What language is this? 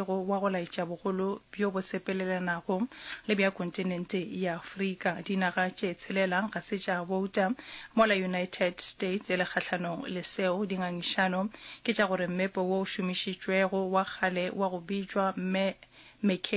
Northern Sotho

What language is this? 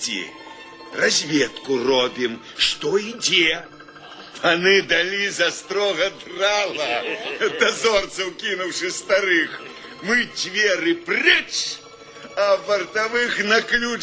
Belarusian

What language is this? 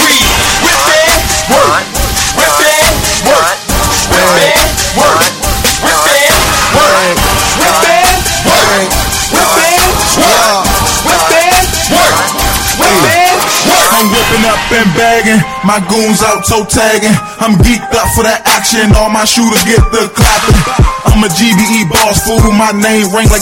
English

